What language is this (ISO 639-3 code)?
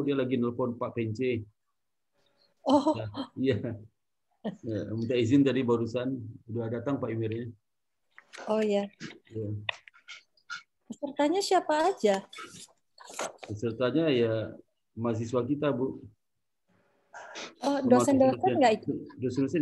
ind